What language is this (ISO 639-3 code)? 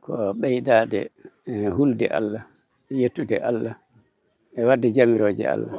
ful